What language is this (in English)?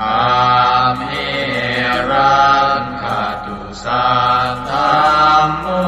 Pali